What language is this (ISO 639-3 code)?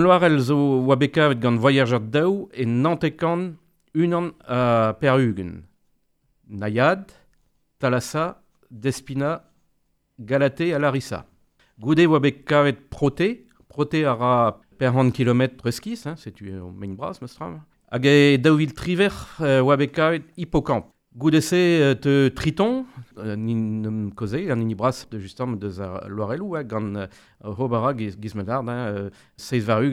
bre